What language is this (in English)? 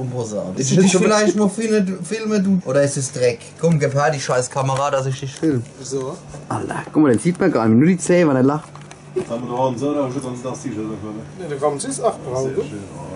Palatine German